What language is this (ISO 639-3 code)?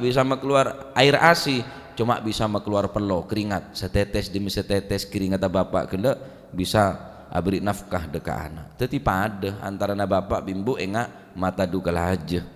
mad